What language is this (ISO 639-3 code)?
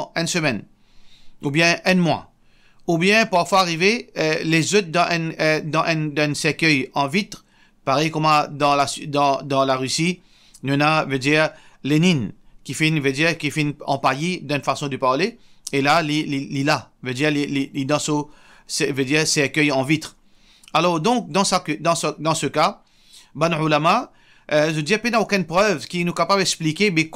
mfe